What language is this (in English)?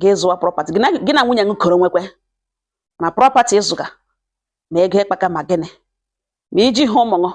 Igbo